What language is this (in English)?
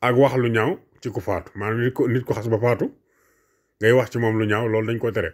Wolof